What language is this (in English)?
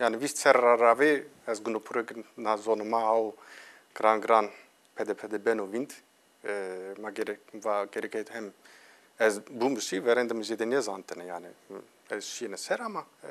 Zaza